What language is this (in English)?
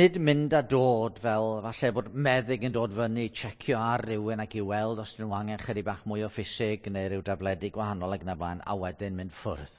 Welsh